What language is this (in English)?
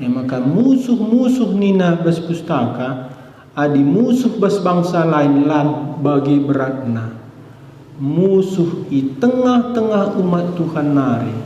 Batak Karo